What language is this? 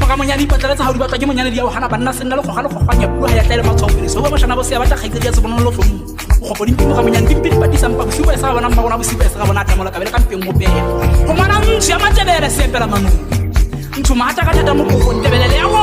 Tswana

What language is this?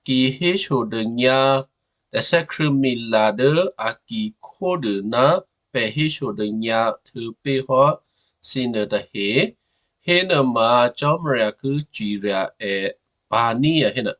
Western Kayah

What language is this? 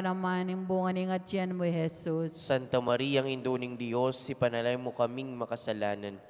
Pampanga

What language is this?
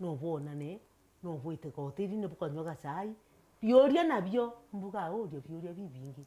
Meru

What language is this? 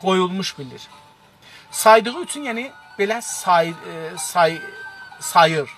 South Azerbaijani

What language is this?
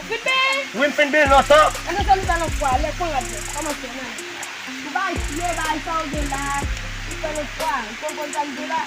Haitian Creole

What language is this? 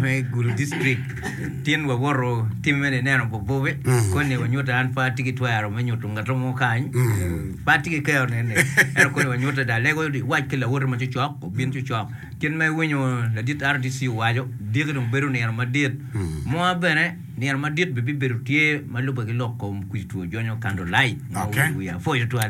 Acoli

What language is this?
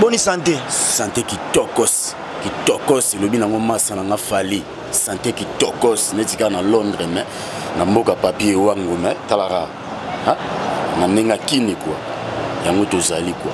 Lingala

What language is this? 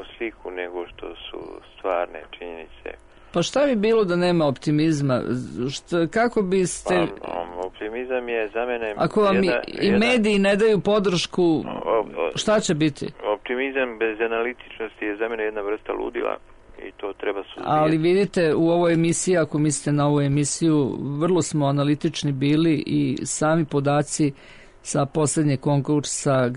Serbian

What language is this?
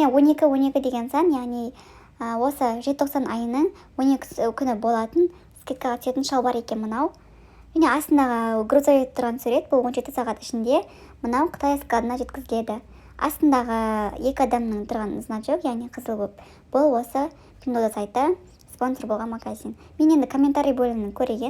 Kazakh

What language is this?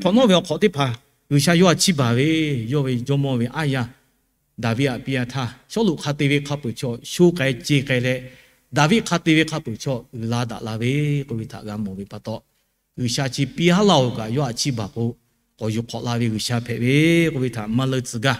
Lahu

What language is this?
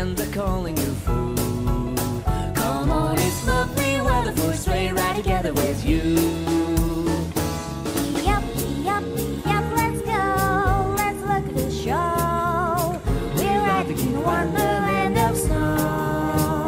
English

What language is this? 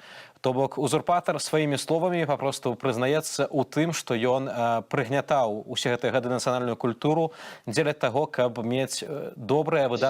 Belarusian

